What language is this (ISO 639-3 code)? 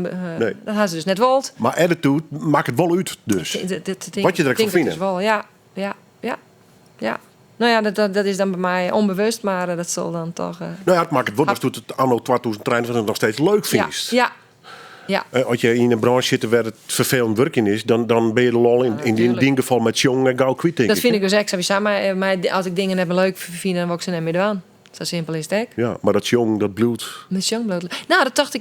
fry